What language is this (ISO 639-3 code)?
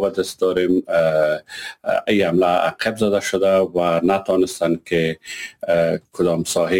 fas